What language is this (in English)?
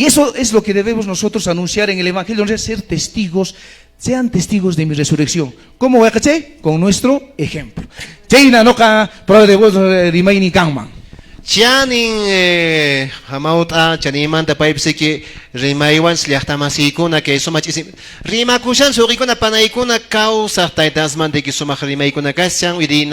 Quechua